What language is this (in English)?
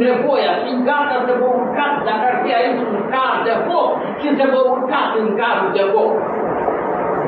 Romanian